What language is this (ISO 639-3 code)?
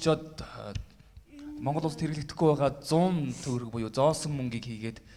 mon